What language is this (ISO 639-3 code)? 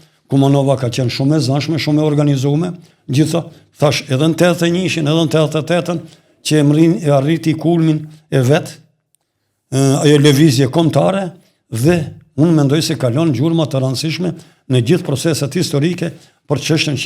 sqi